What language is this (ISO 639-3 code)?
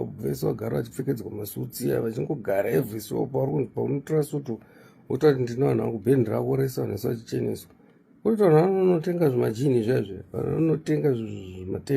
sna